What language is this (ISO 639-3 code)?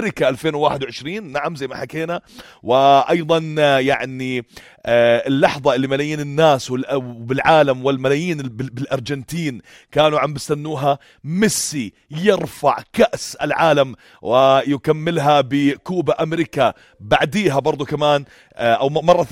apc